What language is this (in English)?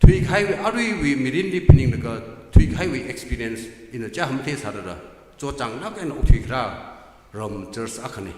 Tangkhul Naga (India)